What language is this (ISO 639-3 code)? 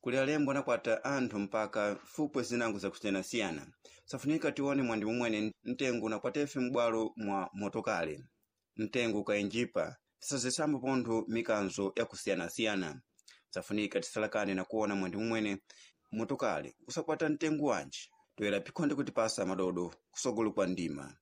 seh